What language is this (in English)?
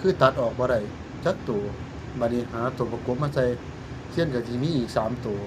Northeastern Thai